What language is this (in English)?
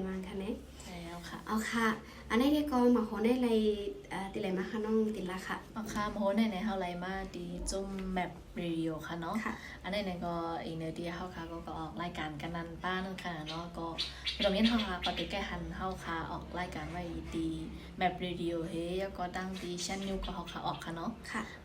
Shan